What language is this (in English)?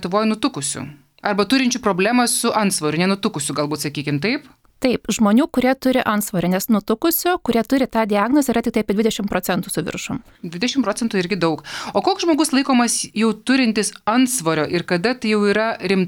Lithuanian